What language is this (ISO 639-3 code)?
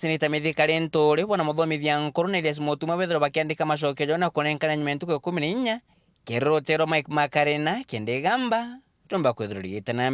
mer